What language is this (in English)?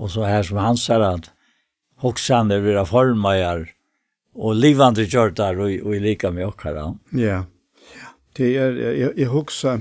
Faroese